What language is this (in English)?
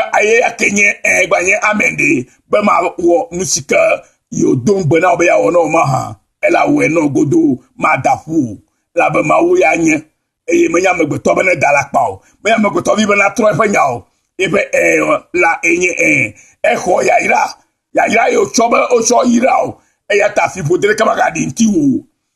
Ewe